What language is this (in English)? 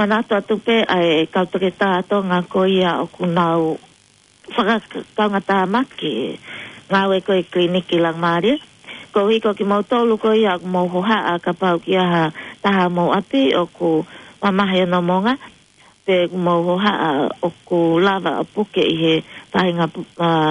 Tongan